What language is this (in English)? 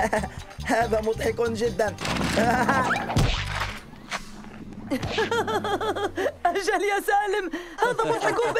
Arabic